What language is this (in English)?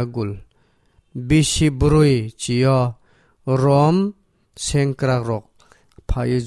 Kok Borok